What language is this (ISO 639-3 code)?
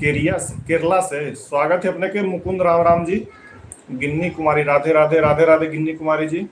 mag